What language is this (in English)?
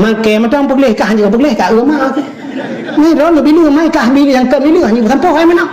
Achinese